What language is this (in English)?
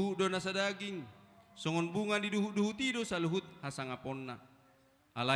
Batak Toba